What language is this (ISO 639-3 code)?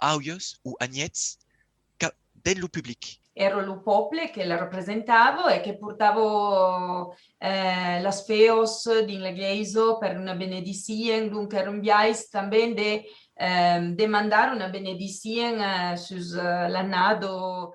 oci